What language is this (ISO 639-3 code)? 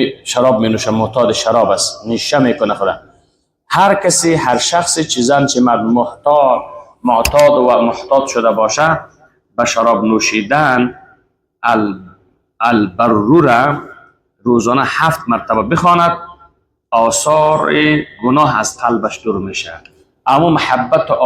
fas